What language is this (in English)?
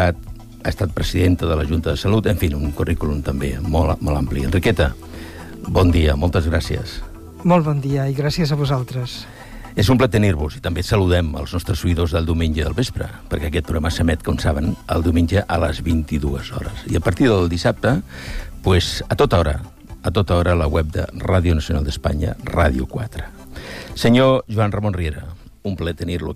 Catalan